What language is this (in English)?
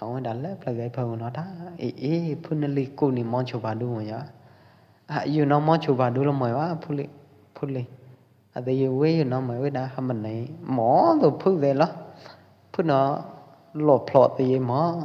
Pwo Eastern Karen